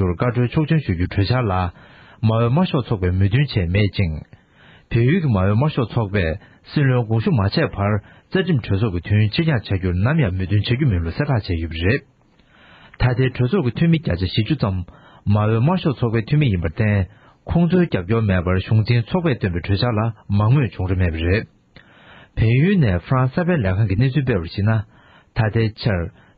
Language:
Tibetan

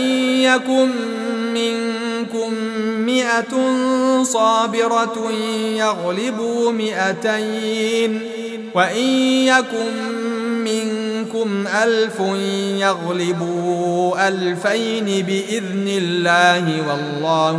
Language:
Arabic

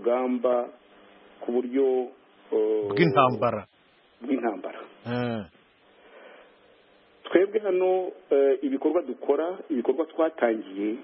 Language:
Kinyarwanda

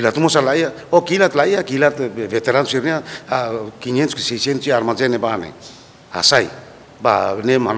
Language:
Tetum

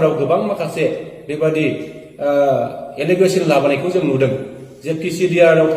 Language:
Bodo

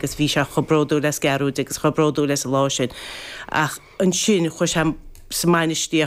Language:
Irish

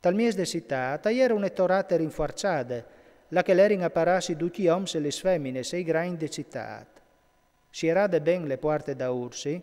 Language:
Friulian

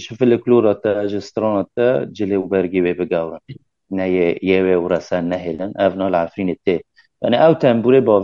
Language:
Kurdish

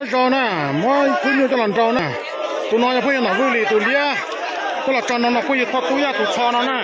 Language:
Hmong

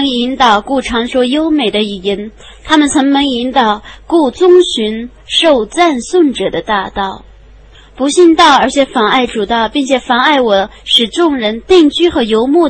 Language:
Chinese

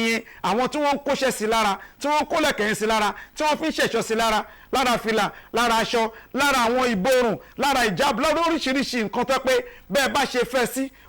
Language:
Yoruba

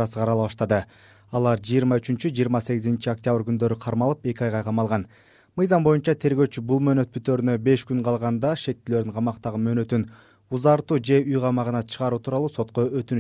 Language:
Kyrgyz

